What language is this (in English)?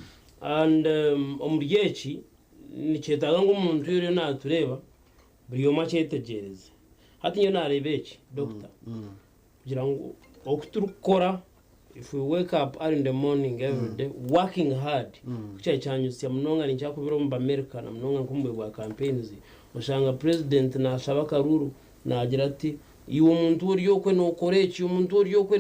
Nyankole